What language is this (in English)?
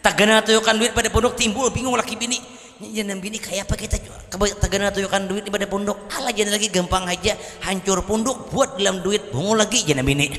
Banjar